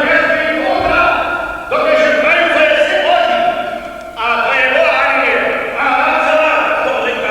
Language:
Upper Sorbian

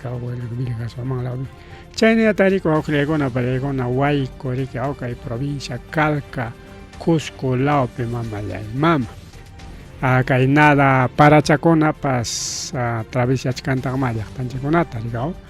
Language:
Ayacucho Quechua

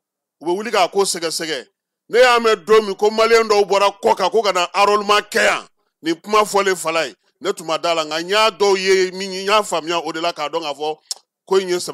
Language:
Bambara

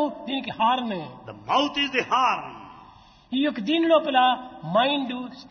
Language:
Telugu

